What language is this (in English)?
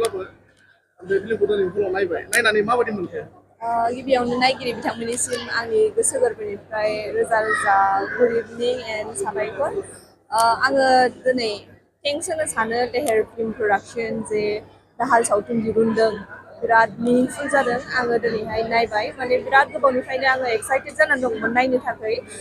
Bodo